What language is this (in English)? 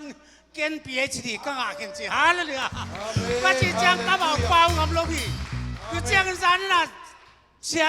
Tedim Chin